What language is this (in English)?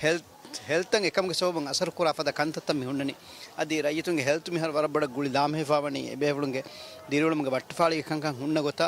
Divehi